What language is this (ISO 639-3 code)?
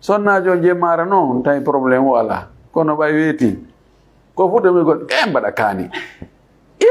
ful